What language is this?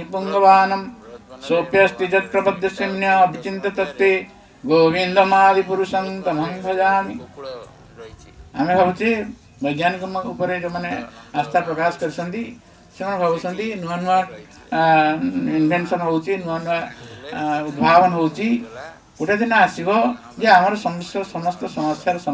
Odia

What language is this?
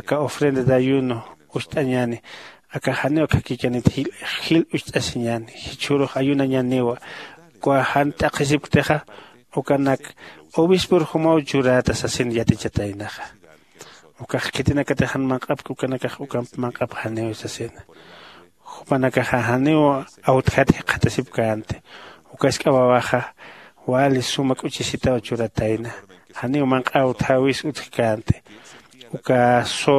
Aymara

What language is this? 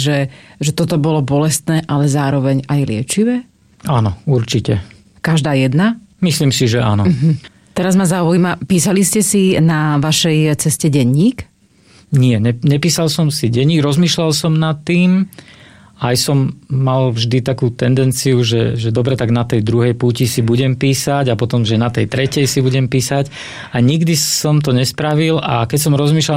Slovak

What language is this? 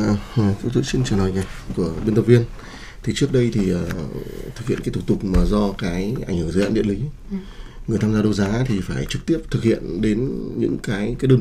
Vietnamese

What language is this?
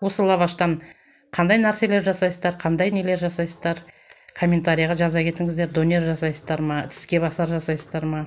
Kazakh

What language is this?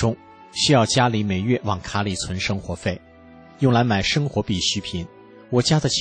Chinese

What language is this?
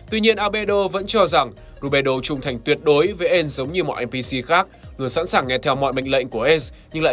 Vietnamese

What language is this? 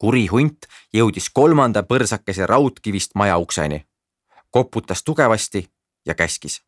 Estonian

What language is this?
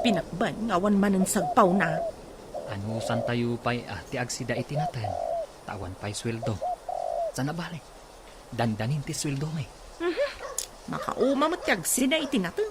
Iloko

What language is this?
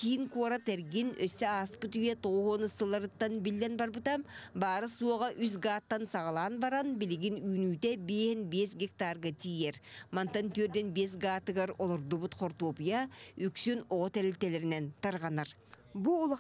Yakut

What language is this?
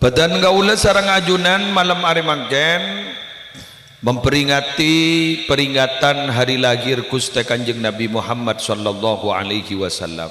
Madurese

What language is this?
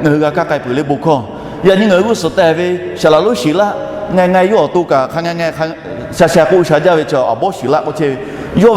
Lahu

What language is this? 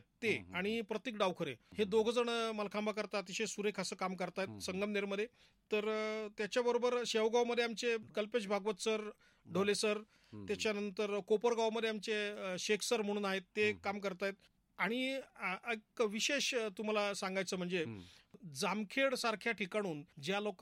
Marathi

